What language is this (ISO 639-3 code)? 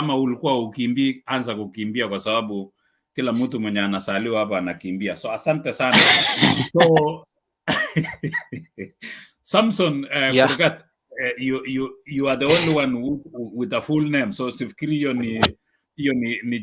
kln